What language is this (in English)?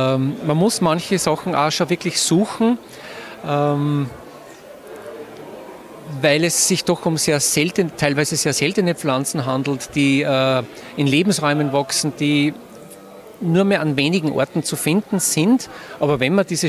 German